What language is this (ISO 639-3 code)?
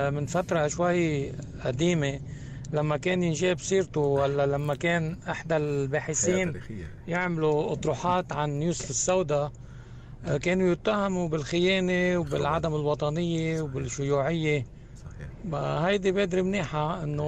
apc